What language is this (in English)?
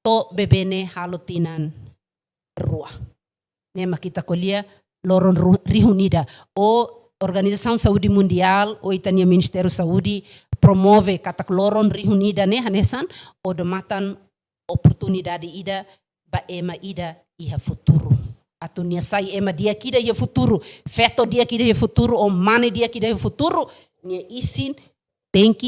Tetum